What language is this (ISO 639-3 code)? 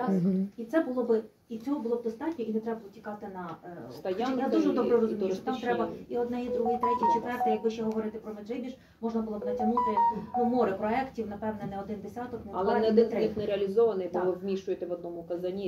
ukr